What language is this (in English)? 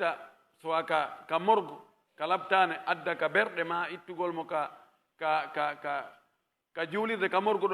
Pular